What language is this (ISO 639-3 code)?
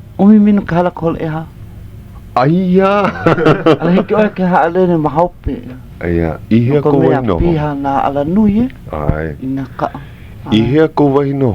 haw